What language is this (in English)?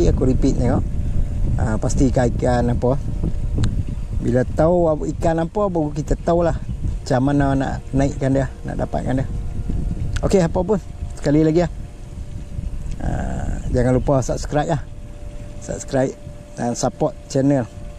Malay